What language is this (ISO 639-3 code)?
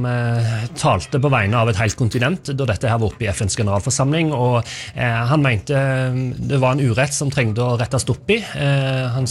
nor